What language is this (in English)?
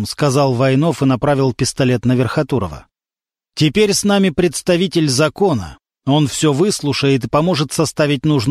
Russian